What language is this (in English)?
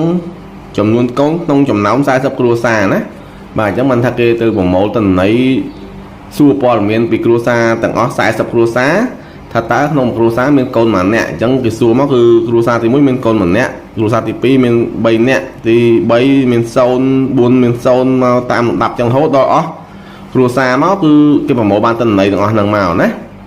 Khmer